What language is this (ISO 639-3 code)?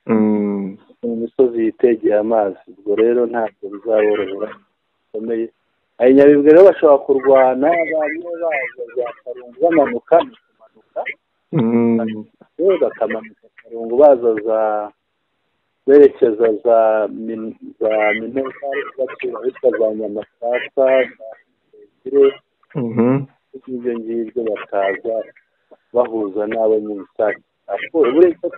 kin